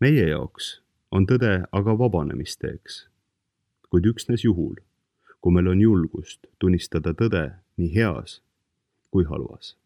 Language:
Estonian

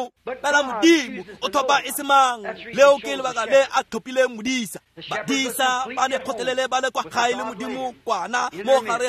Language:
Tswana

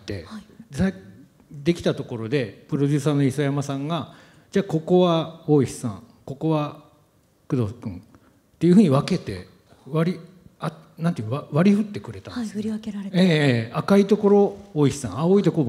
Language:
Japanese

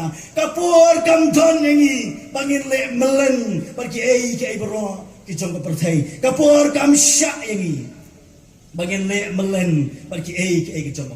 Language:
Khasi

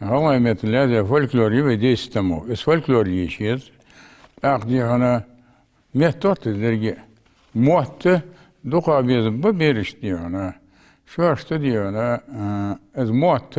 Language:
Ingush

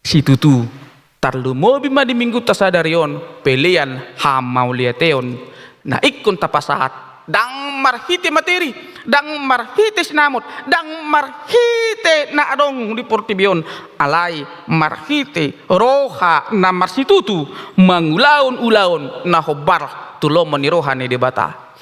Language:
Batak Toba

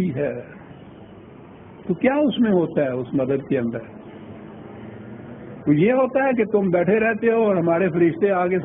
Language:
Urdu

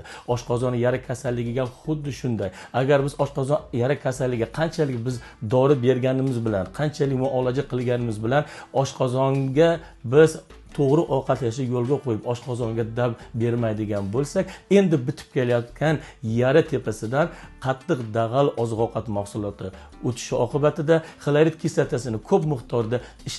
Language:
Uzbek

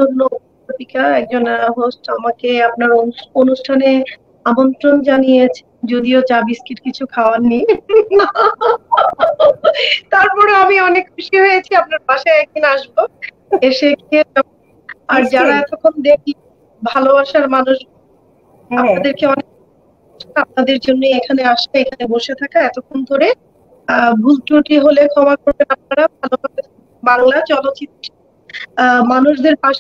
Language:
Bangla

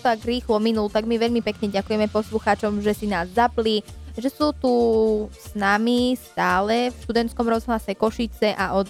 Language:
Slovak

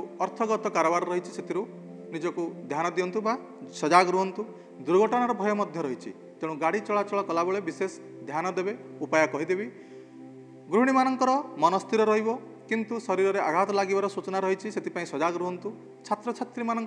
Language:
Odia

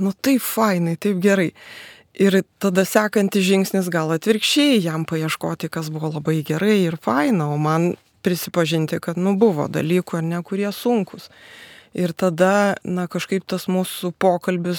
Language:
Lithuanian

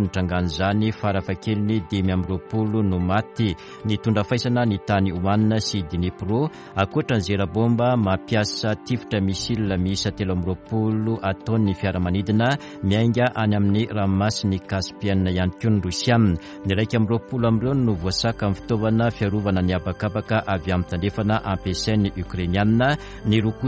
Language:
Malagasy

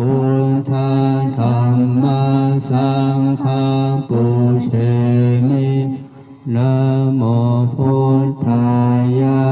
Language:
Pali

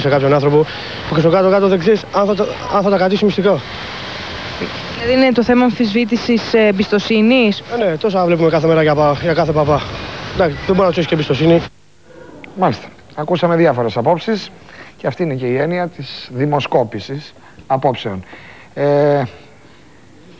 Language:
Greek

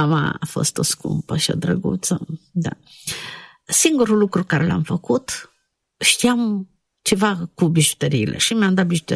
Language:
Romanian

